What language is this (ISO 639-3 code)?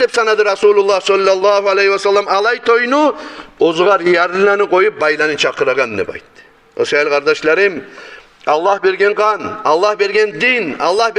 kum